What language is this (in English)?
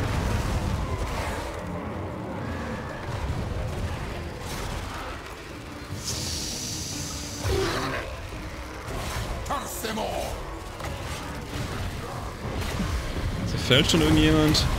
German